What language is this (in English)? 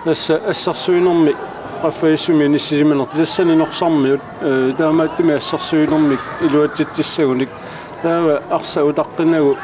Kalaallisut